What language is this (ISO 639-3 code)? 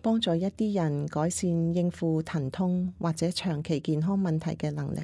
yue